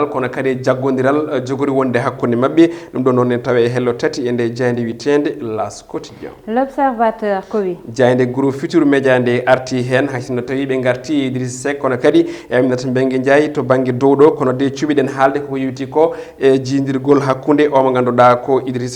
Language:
Fula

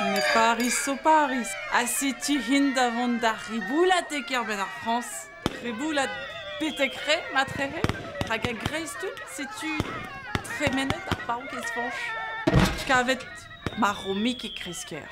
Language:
Breton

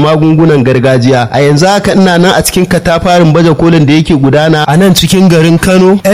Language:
Hausa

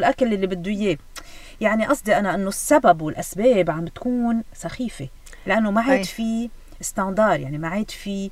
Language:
North Levantine Arabic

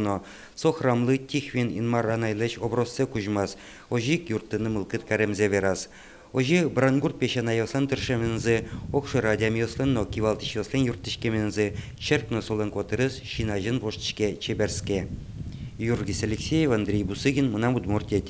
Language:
Udmurt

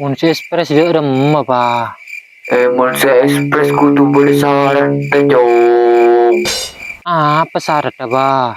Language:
Madurese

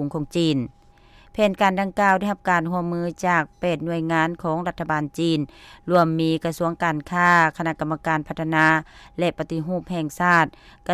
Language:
Lao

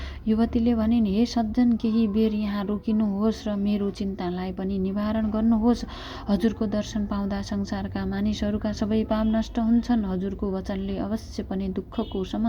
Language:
Nepali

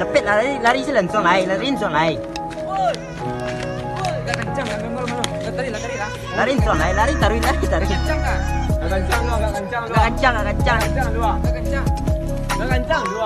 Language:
Minangkabau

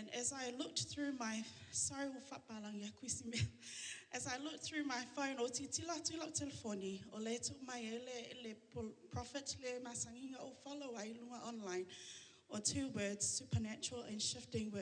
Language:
Samoan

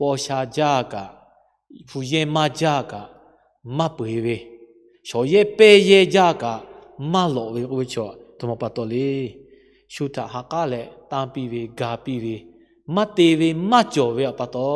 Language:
Lahu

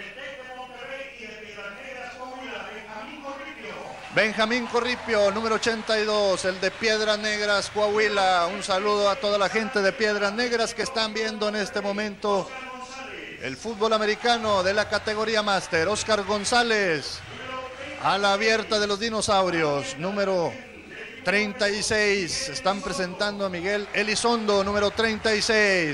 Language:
Spanish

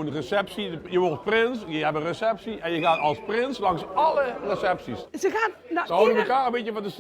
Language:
Limburgish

